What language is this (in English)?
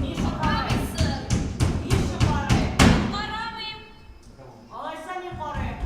Tatar